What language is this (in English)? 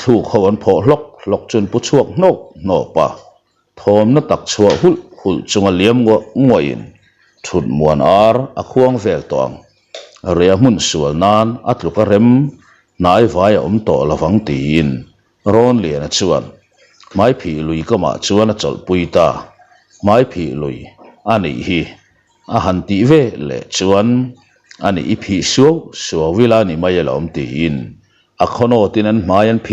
Mizo